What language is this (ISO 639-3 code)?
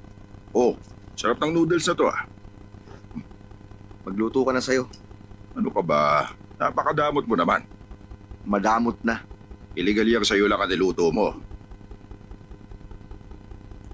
fil